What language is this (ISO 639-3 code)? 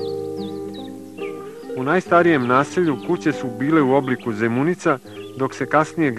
srp